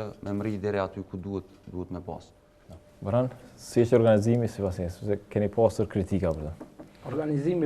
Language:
Albanian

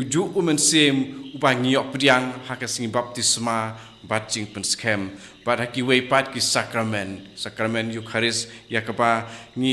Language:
Khasi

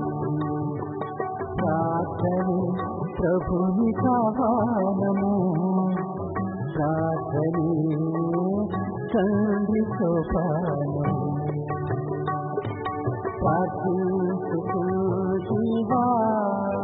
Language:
Telugu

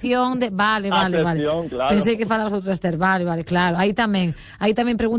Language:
Galician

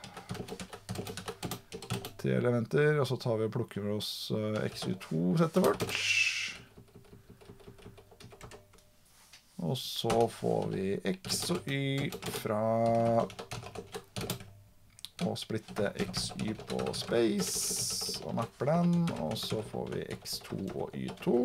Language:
Norwegian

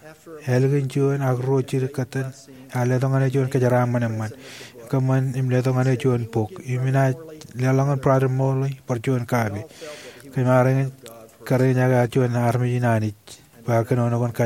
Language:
Marshallese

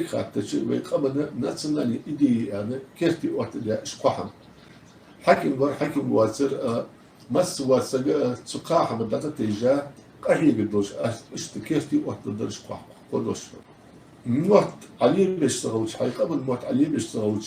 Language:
Ingush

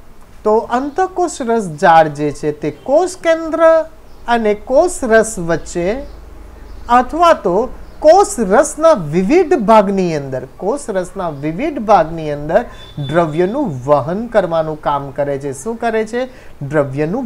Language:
Gujarati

